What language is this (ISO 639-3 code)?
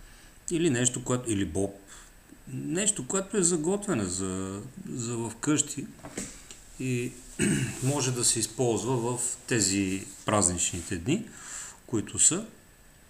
bul